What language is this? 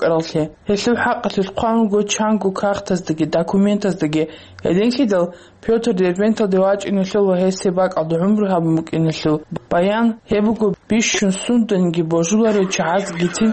Avaric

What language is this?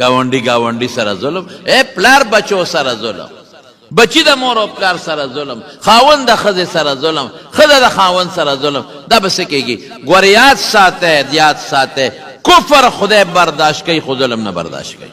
Pashto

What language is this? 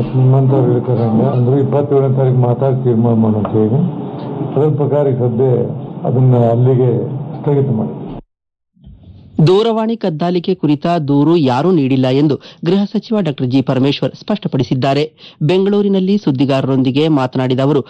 Kannada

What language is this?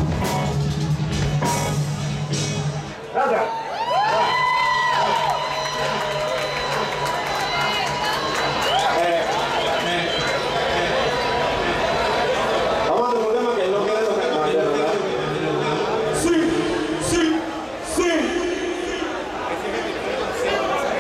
Spanish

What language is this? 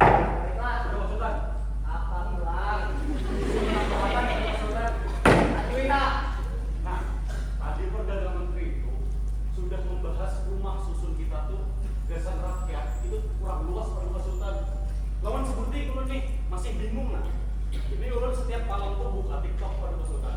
Banjar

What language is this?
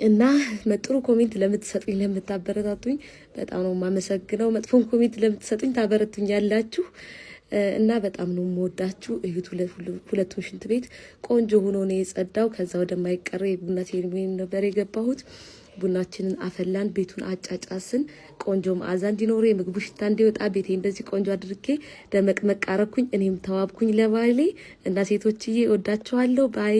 Amharic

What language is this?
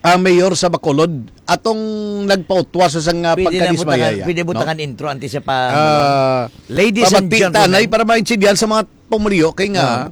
Hiligaynon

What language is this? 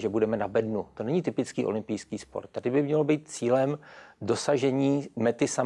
Czech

